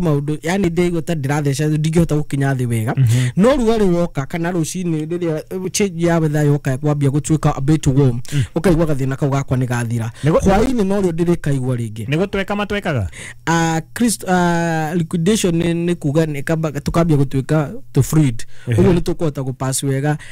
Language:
Kikuyu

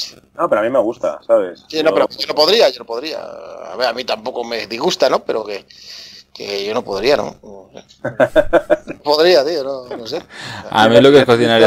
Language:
Spanish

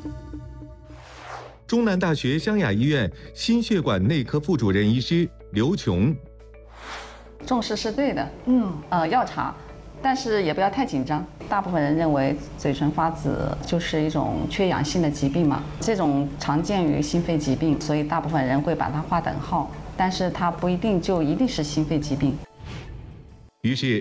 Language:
Chinese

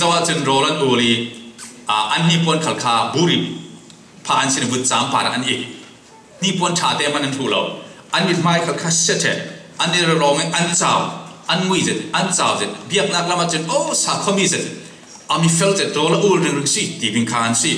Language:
Falam Chin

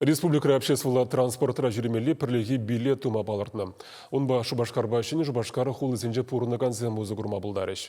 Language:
Chuvash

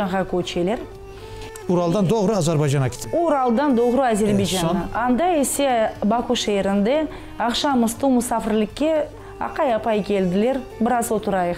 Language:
Crimean Tatar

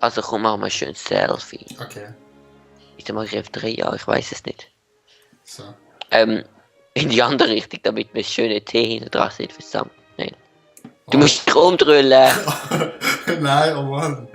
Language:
Swiss German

